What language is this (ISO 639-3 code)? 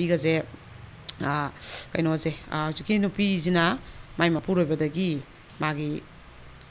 mni